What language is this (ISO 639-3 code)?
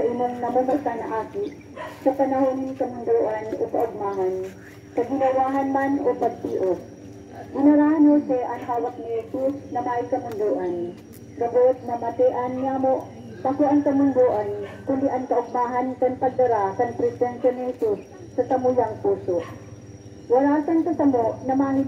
bik